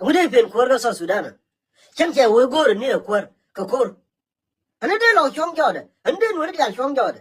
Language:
Nuer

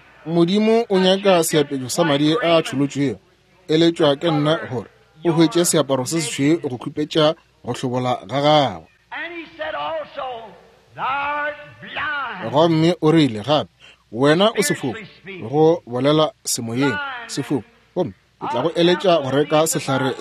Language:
Northern Sotho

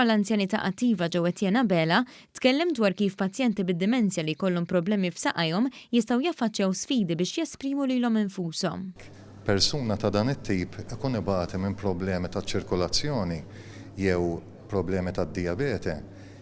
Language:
Maltese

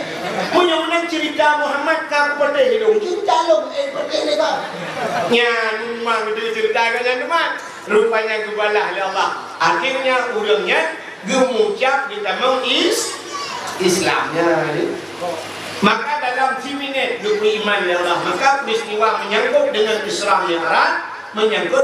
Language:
Achinese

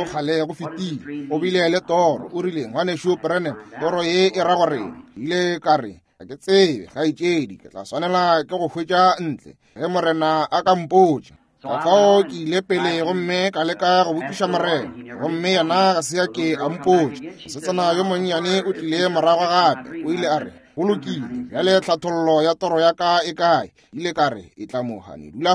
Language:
Northern Sotho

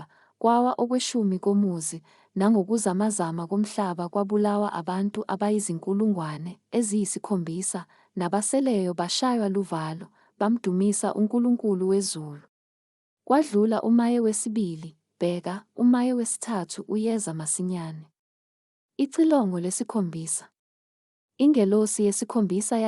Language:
Zulu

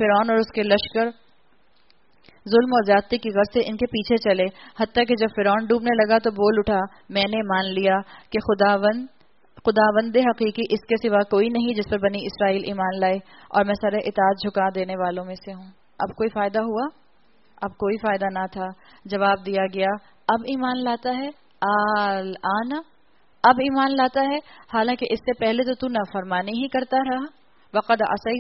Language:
Urdu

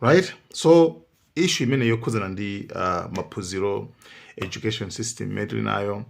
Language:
Nyanja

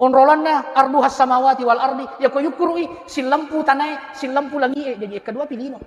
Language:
Buginese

